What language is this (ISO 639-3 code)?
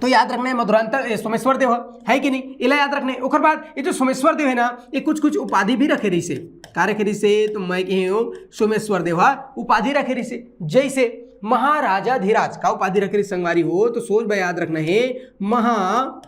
hne